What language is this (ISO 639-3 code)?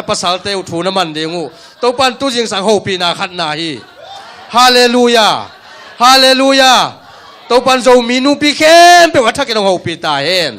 ctd